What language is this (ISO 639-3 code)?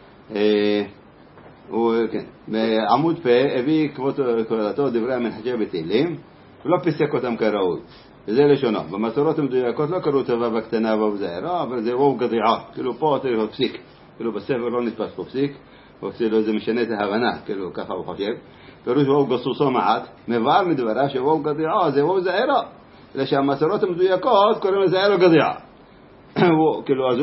heb